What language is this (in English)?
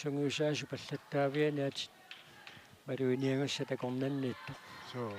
Kalaallisut